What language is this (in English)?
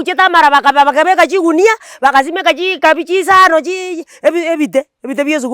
Gusii